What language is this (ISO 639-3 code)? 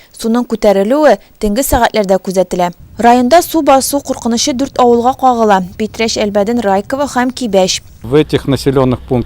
tat